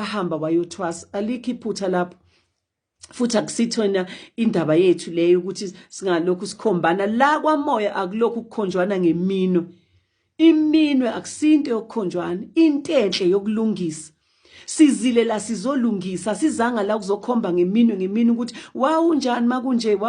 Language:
Zulu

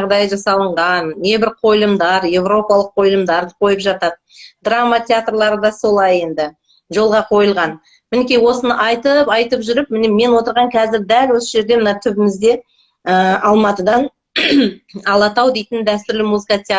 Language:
Kazakh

